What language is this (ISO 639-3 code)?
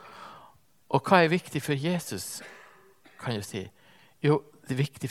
nor